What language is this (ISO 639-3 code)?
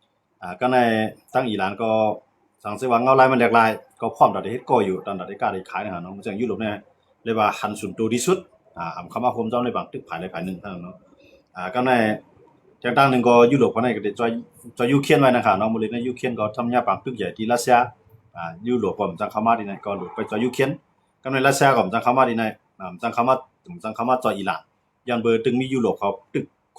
shn